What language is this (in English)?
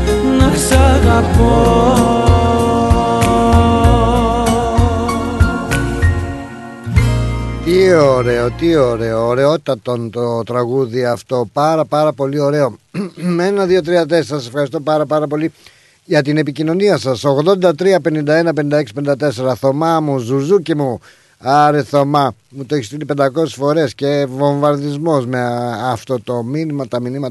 Greek